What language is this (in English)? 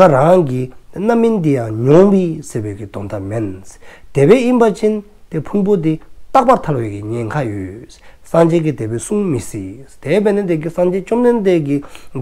Dzongkha